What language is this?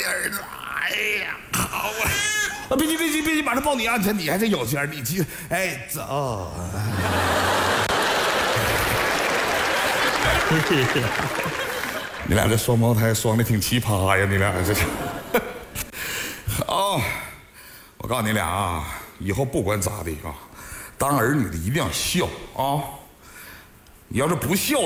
Chinese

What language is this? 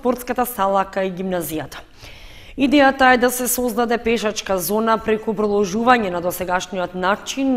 Macedonian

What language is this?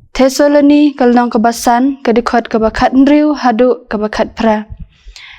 Khasi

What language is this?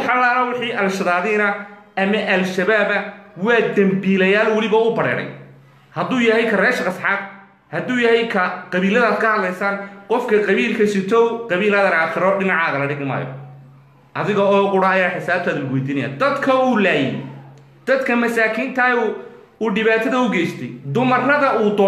Somali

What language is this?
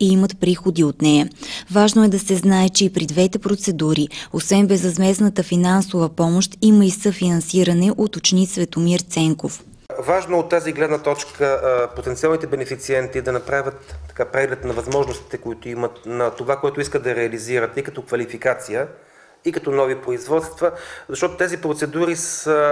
Bulgarian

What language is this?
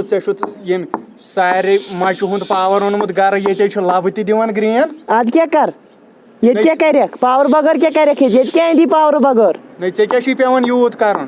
Kashmiri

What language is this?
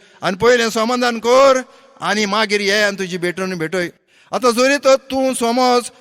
Konkani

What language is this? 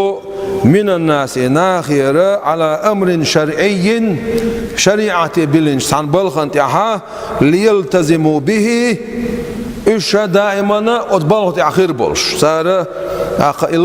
Chechen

